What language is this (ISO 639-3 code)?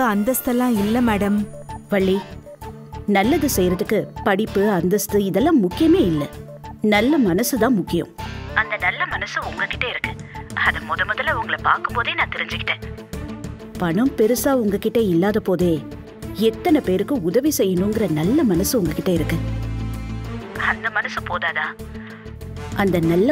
tam